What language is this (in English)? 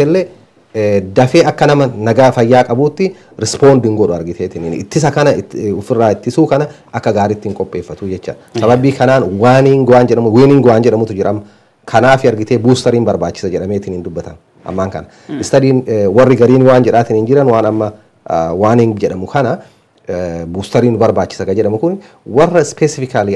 Oromo